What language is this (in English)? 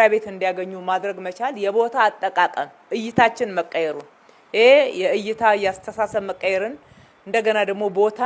Amharic